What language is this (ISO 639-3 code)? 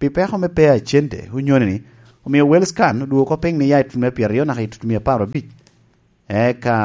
laj